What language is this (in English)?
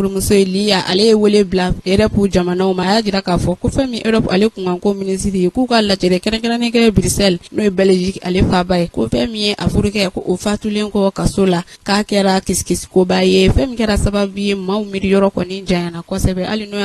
Bambara